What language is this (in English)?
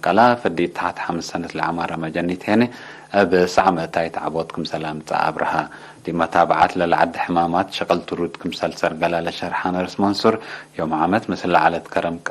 Tigre